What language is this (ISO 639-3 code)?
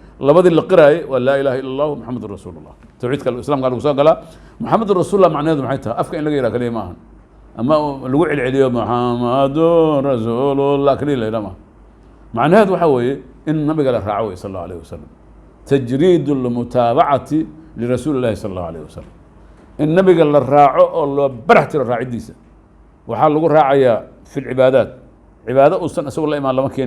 som